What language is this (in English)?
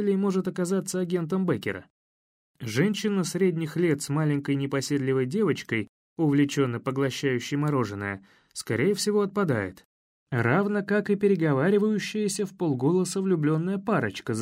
Russian